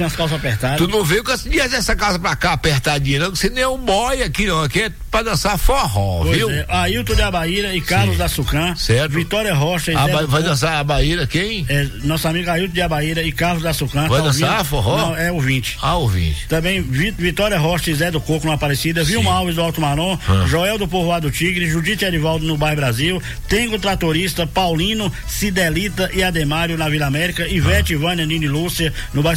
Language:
Portuguese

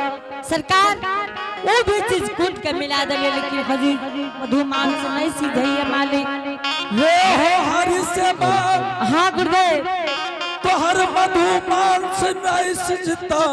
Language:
Angika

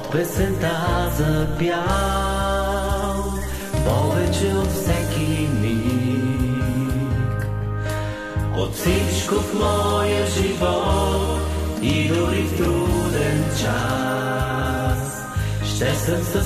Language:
Bulgarian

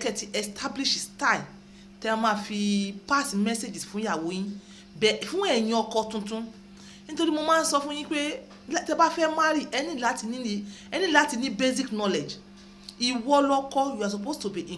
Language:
Yoruba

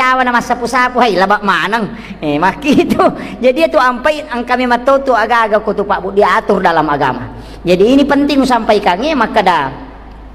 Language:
Buginese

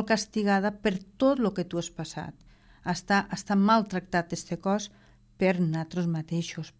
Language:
Catalan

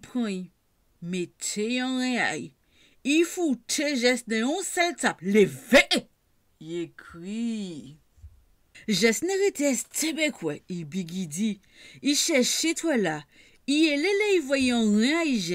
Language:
Guadeloupean Creole French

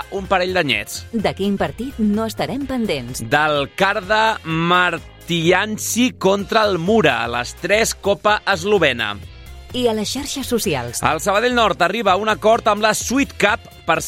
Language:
Catalan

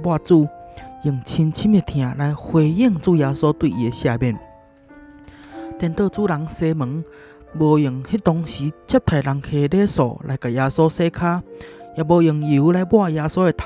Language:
Min Nan Chinese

